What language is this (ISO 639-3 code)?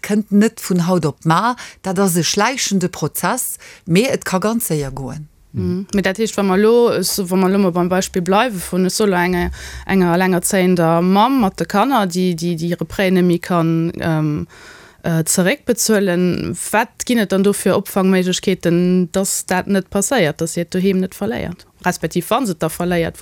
ltz